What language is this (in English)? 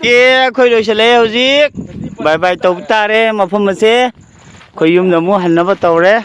Manipuri